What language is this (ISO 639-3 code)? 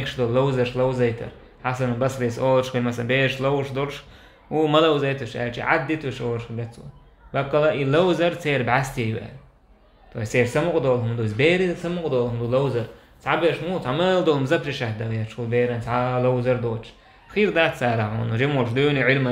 che